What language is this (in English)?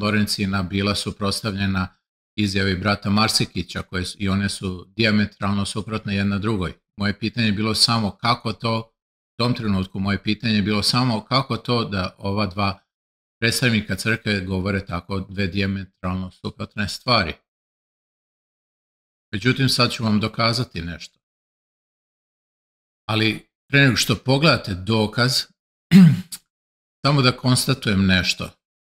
Serbian